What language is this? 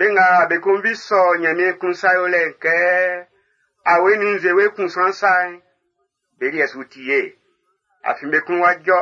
Baoulé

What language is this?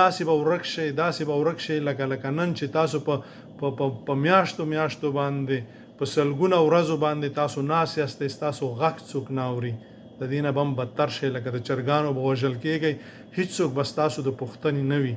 Pashto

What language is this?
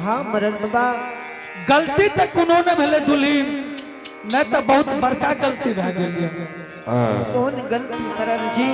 Angika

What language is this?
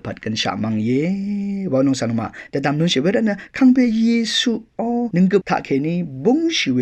Rawang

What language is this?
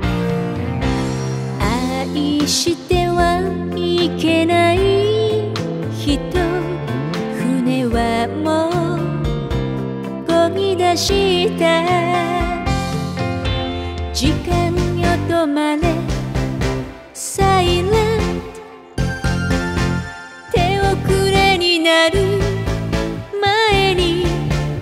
Japanese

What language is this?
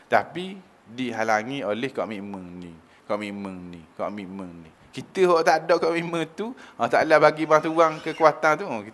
Malay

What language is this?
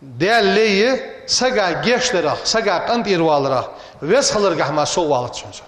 Ingush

